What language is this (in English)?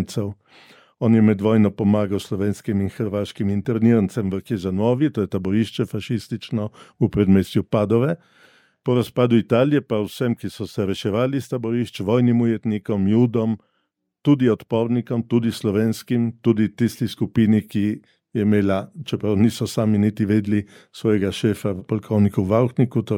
Slovenian